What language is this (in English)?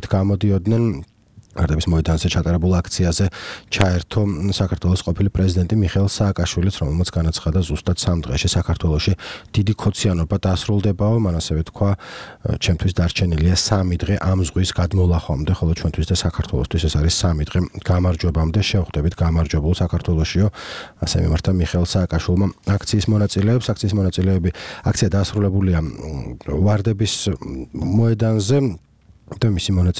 Georgian